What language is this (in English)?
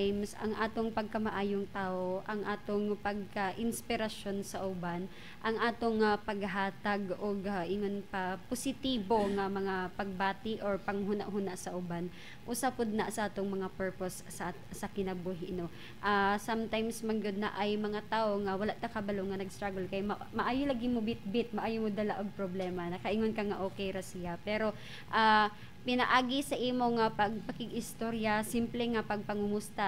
Cebuano